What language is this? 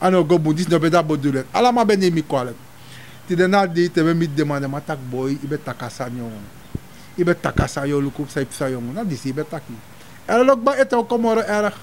Sranan Tongo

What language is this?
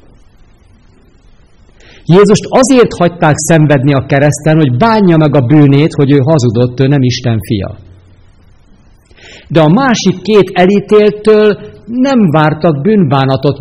Hungarian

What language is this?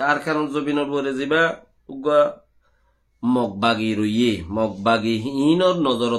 Rohingya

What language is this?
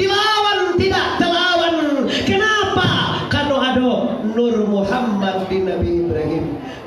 Minangkabau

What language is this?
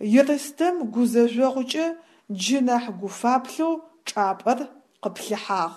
Adyghe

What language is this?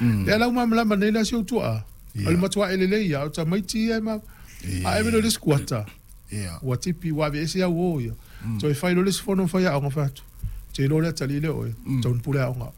Samoan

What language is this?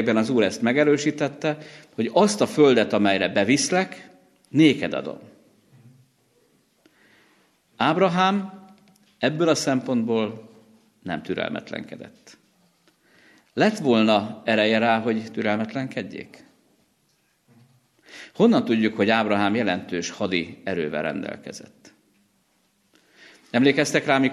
Hungarian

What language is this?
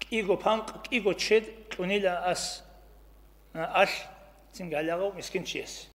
Avaric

